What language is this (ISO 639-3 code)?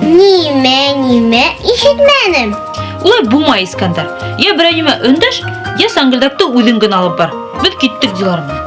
bak